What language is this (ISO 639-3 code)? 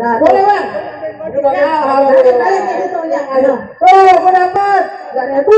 bew